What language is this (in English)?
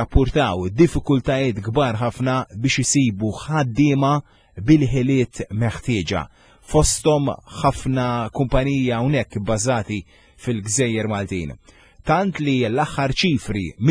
Maltese